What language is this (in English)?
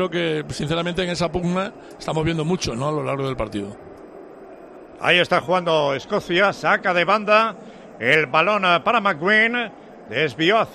Spanish